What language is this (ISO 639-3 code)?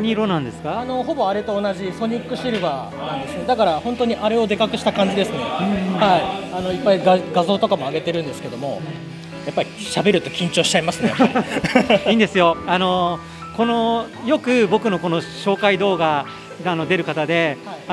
jpn